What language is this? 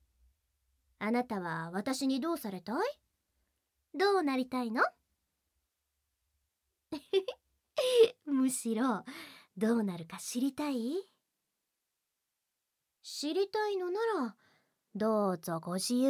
Japanese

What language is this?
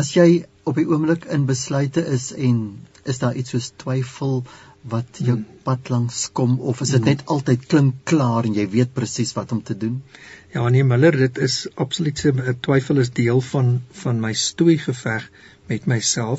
Afrikaans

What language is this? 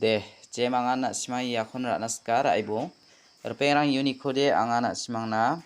Garo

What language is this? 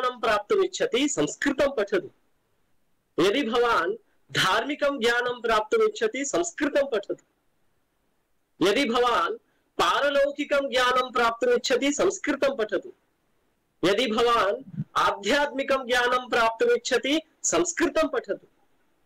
Sanskrit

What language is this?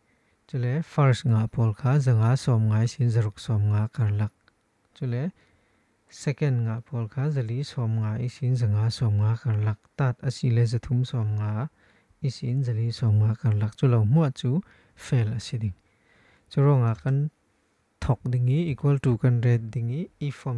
Falam Chin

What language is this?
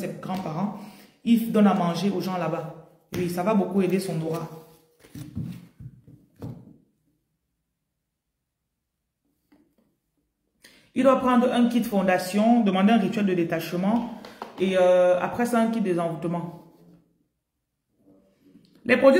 French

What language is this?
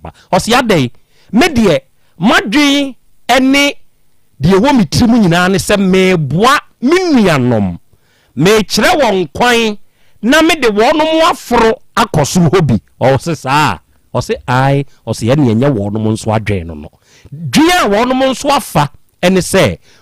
Akan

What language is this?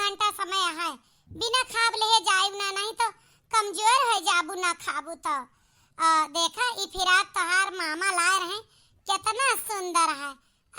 Awadhi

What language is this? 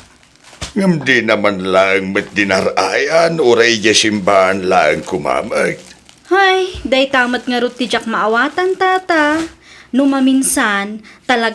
Iloko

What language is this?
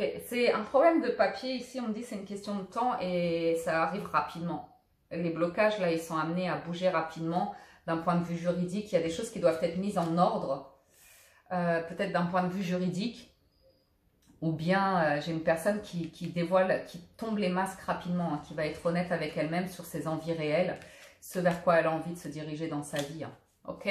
French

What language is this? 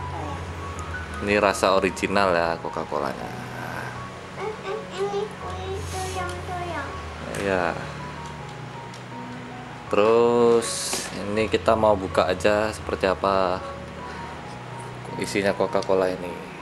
Indonesian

